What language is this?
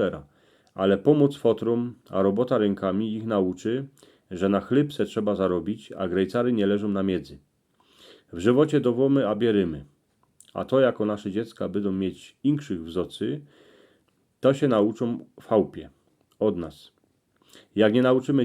Silesian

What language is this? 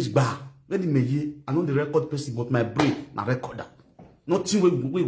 Nigerian Pidgin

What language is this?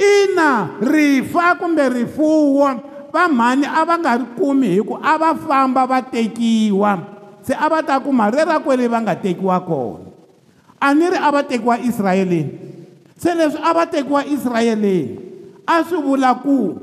Tsonga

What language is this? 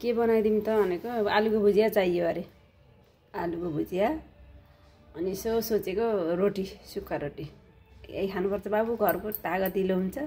Nepali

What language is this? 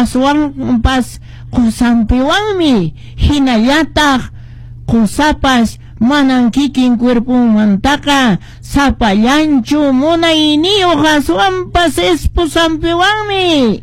Quechua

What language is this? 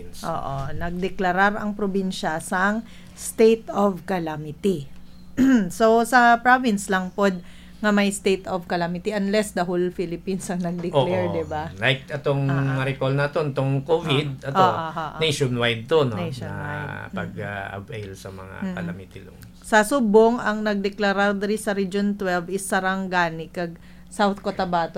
Hiligaynon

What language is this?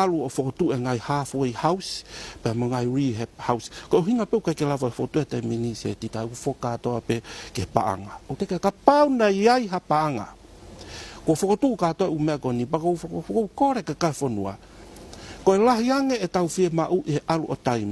Tongan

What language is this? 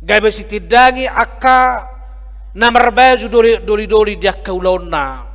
Batak Toba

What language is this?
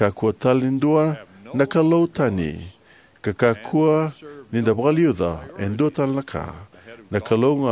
Fijian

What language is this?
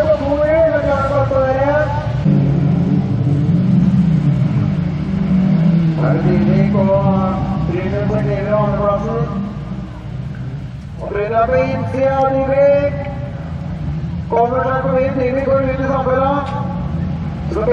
Norwegian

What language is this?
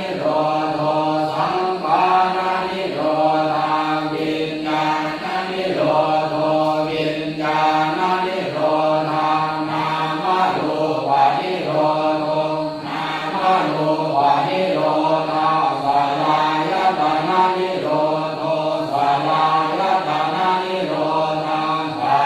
Pali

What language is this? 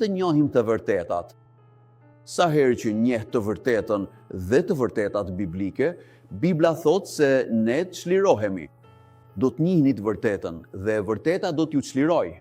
Albanian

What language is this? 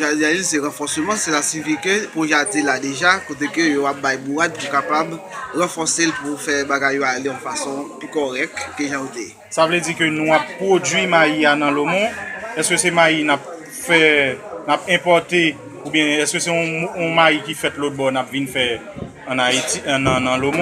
Haitian Creole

